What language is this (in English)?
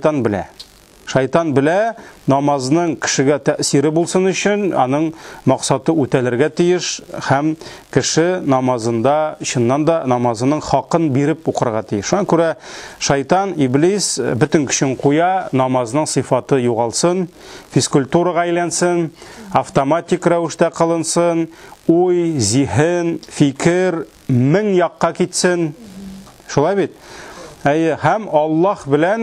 Tatar